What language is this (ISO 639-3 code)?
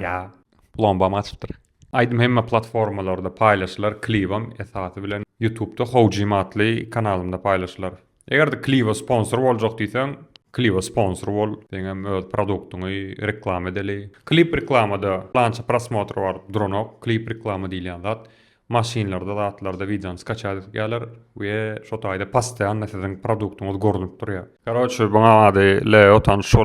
tuk